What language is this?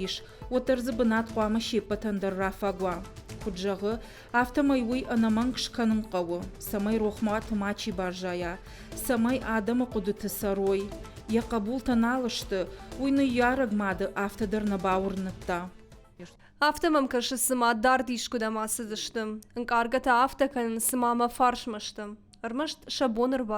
Ossetic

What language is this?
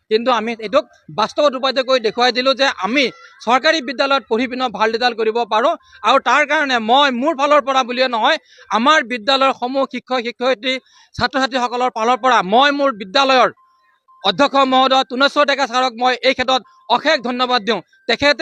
Assamese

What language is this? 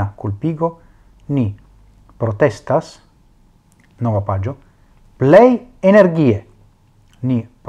Esperanto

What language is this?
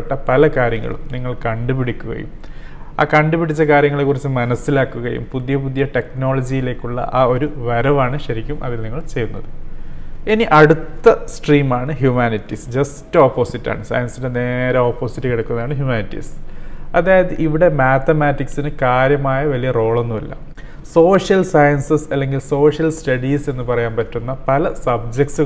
Malayalam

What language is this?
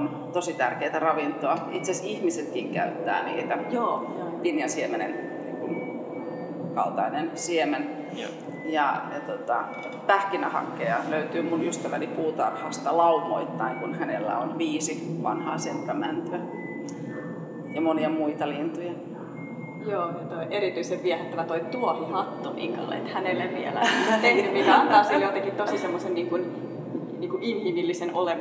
Finnish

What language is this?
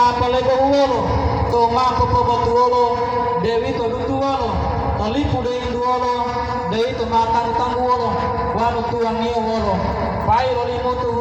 Gorontalo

